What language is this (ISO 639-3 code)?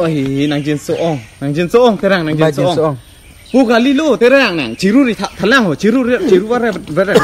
mjw